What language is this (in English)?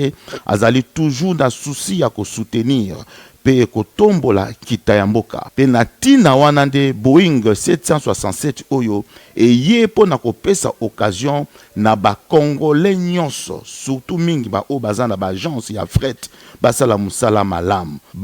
Lingala